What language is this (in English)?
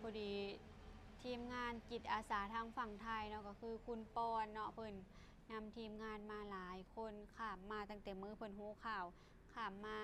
Lao